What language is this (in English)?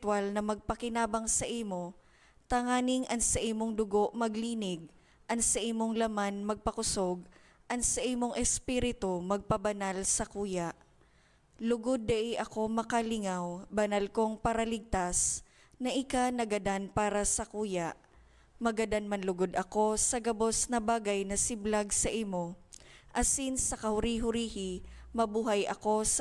Bikol